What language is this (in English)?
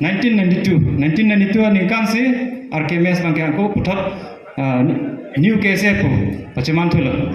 Karbi